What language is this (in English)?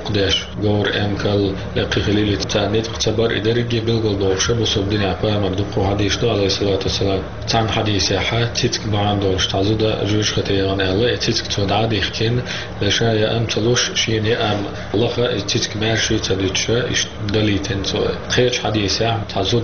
Chechen